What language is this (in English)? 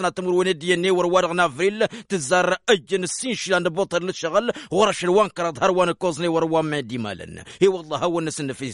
Tamasheq